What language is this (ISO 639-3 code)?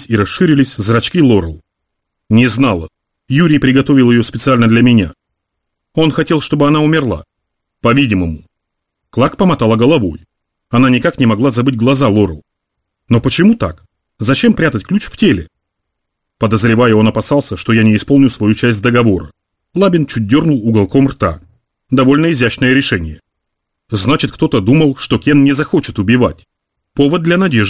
rus